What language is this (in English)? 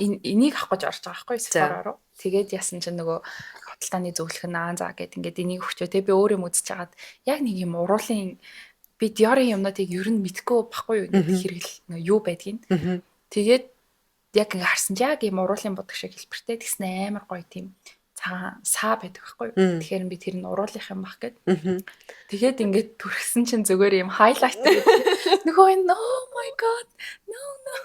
Mongolian